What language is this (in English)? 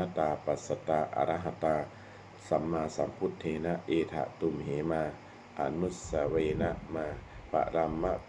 Pali